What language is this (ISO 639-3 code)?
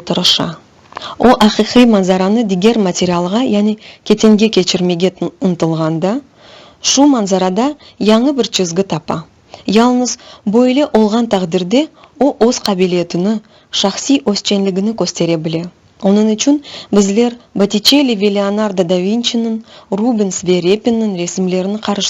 crh